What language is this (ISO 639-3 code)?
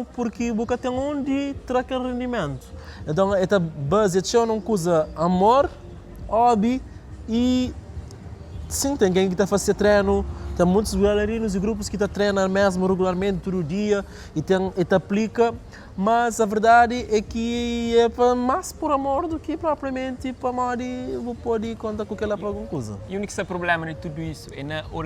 kea